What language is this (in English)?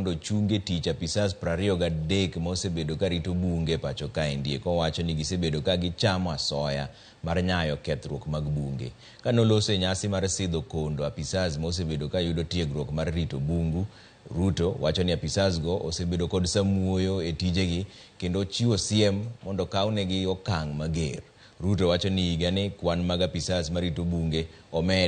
Luo (Kenya and Tanzania)